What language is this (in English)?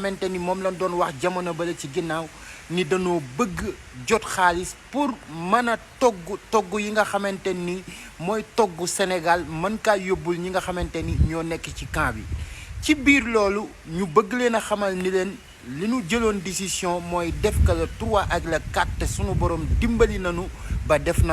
Wolof